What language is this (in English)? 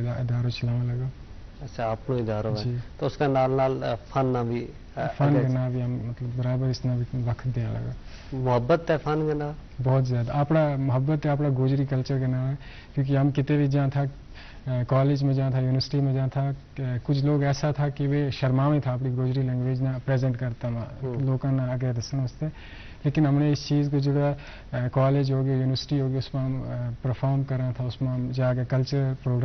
Gujari